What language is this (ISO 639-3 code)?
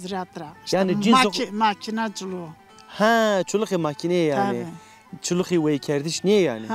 zza